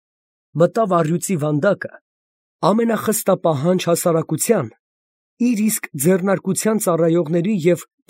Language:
Armenian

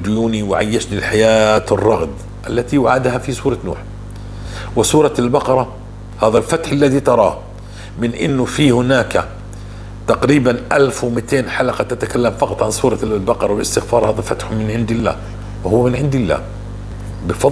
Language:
North Levantine Arabic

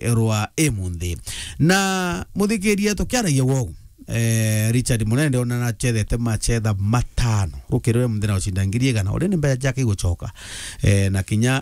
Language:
Meru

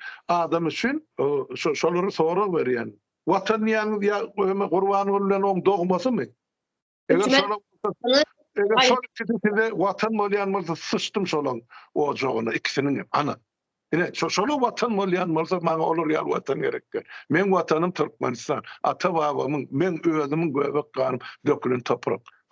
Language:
Turkmen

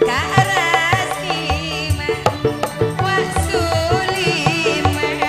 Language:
Madurese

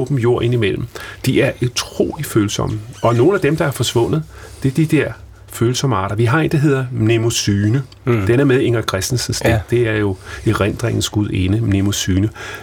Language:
Danish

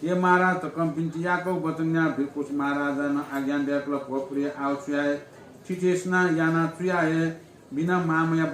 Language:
Newari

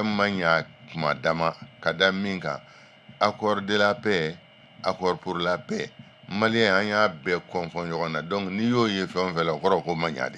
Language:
Bambara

